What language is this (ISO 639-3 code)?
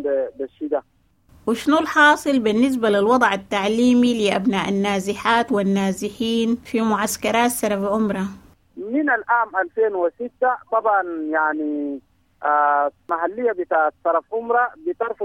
apd